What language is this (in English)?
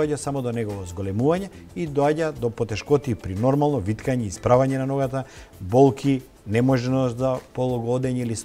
Macedonian